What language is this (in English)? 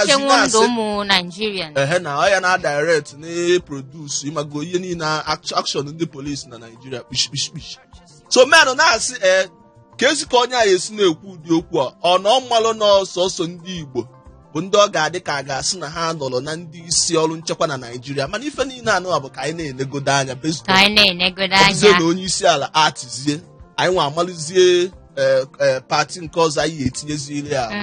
Igbo